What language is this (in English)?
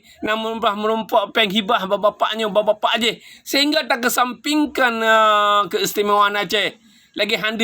Achinese